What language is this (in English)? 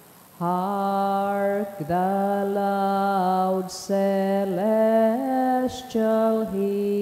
Bikol